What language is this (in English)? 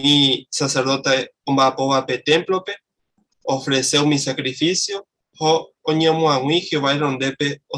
Guarani